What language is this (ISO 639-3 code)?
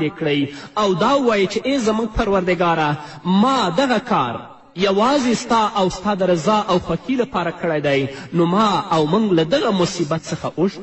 pus